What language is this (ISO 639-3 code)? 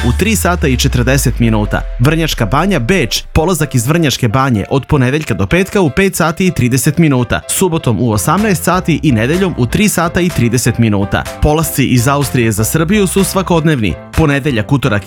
srp